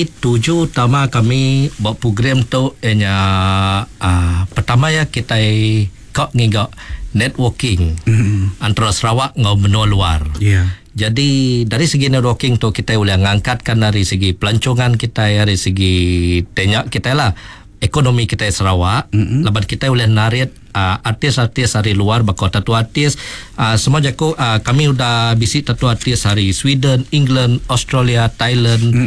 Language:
Iban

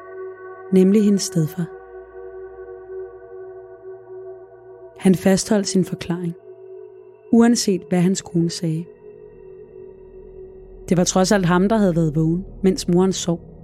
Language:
Danish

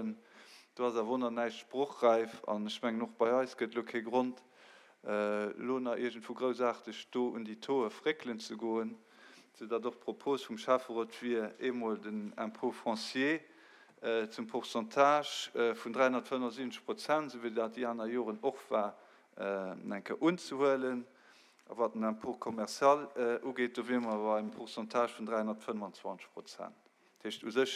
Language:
Luxembourgish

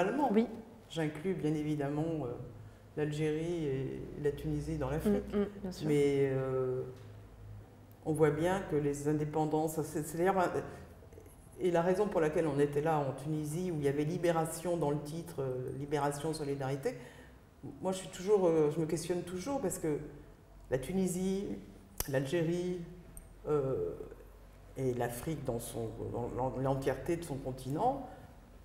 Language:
French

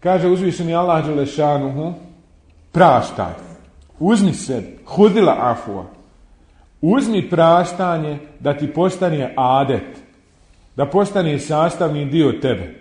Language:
Bosnian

